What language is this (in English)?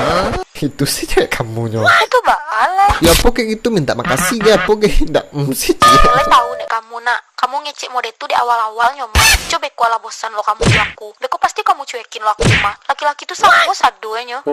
Minangkabau